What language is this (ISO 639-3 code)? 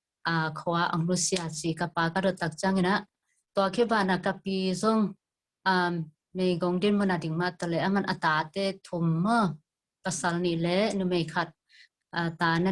ctd